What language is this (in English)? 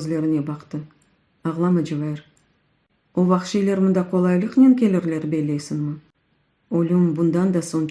Crimean Tatar